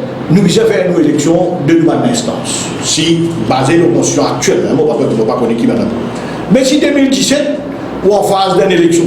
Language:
Morisyen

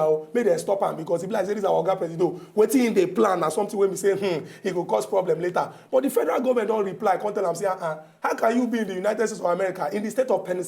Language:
Nigerian Pidgin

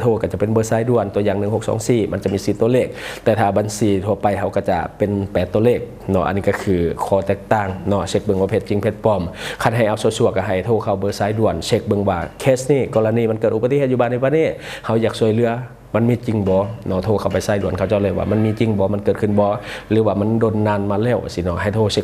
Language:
Lao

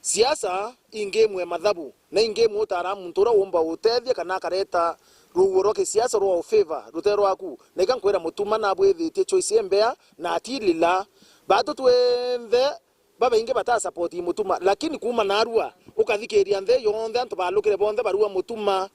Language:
Meru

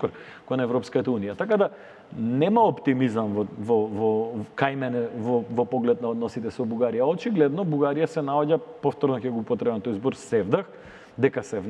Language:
Macedonian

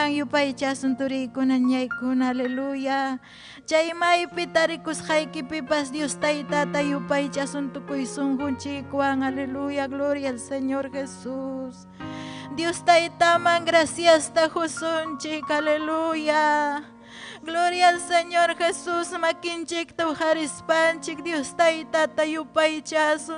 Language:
Ayacucho Quechua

